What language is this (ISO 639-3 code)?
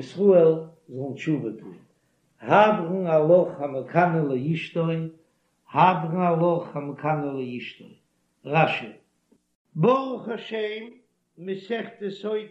yid